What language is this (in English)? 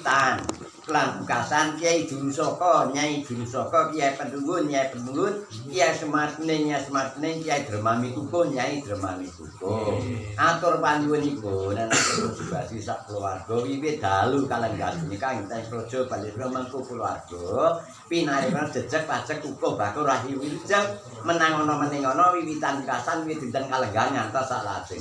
Javanese